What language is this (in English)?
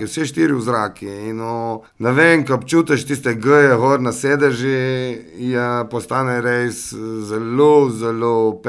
Slovenian